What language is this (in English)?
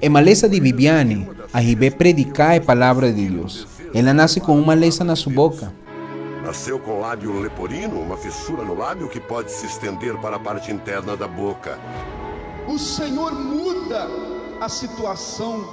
Papiamento